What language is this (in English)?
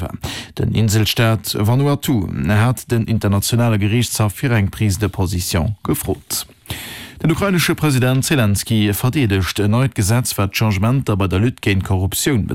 Luxembourgish